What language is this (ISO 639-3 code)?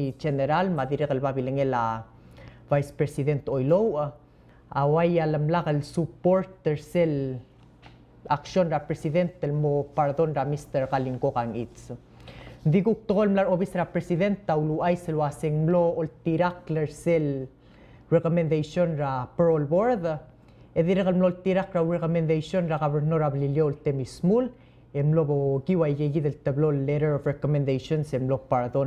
pau